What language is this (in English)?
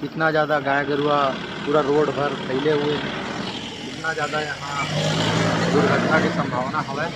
Chhattisgarhi